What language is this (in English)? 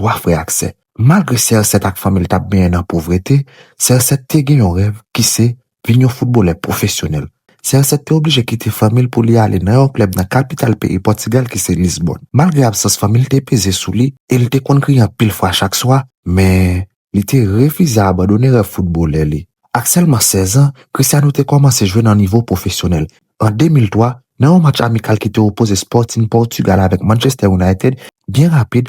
Haitian Creole